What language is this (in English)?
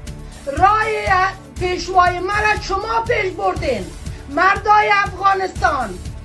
Persian